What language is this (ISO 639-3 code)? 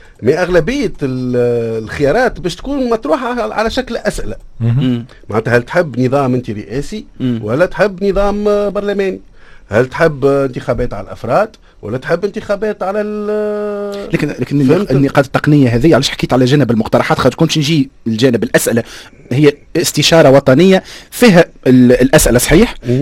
aeb